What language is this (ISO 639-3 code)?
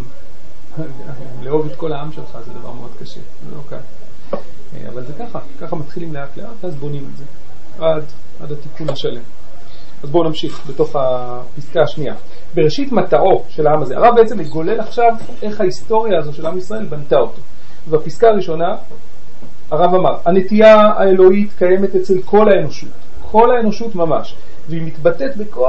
heb